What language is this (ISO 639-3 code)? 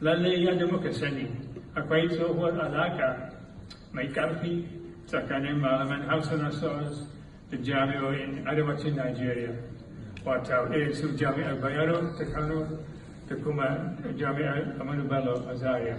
hau